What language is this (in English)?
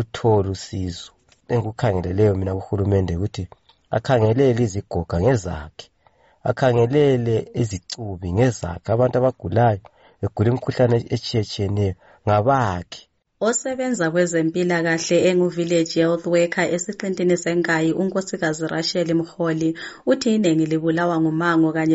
North Ndebele